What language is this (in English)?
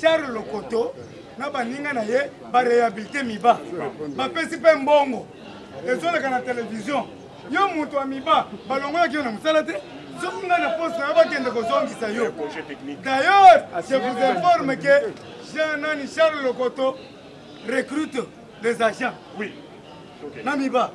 Lingala